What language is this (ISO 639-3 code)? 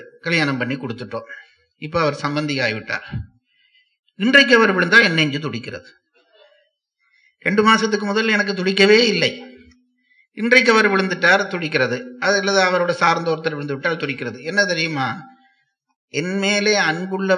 tam